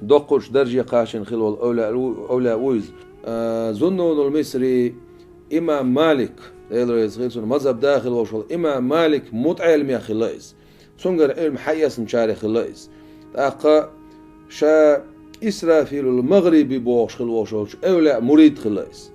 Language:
Chechen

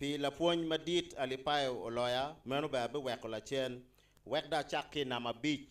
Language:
Acoli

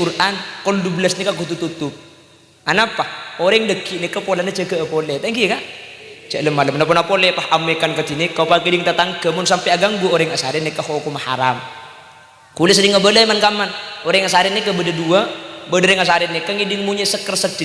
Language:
Madurese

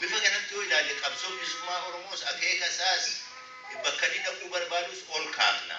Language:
Oromo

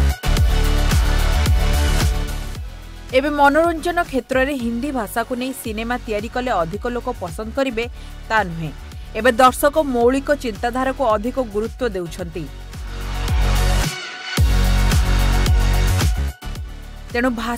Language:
Odia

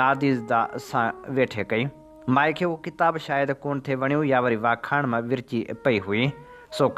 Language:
Sindhi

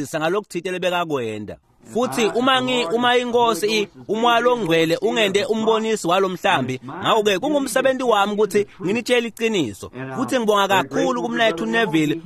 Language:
Swati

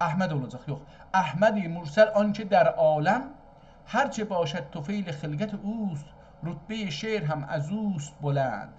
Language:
South Azerbaijani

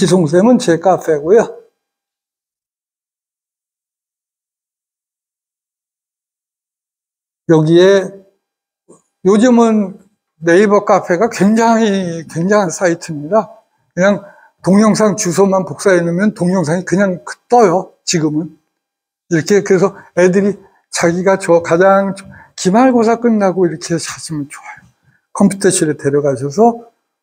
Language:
Korean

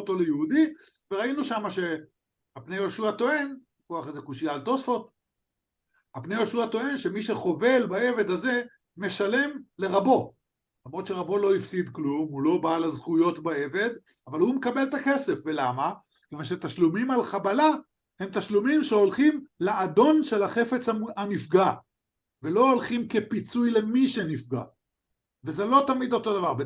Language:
Hebrew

